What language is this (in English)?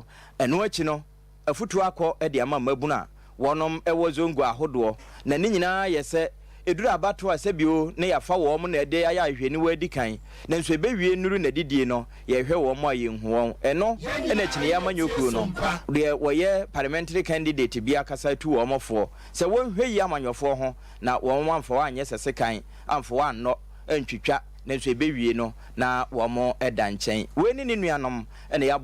Akan